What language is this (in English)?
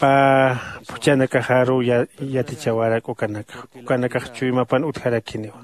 Aymara